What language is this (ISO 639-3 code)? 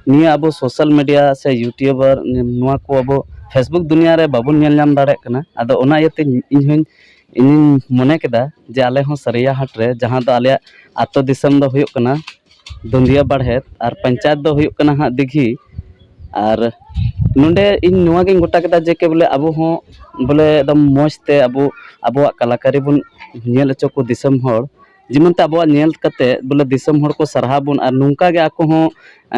sat